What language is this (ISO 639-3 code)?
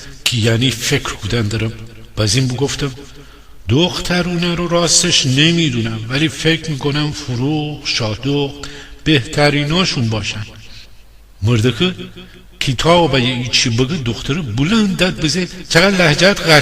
glk